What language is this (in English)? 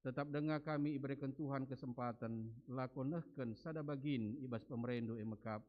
Batak Karo